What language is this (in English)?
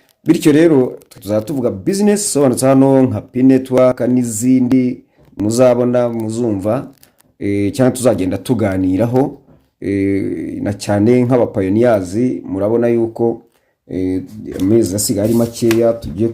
Kinyarwanda